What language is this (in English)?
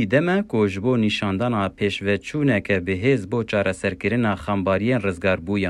Kurdish